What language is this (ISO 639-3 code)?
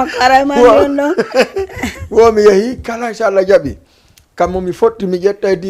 ful